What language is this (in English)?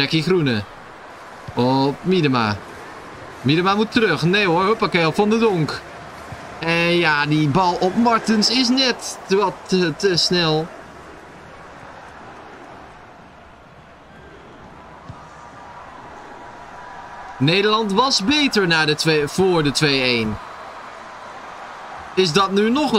Dutch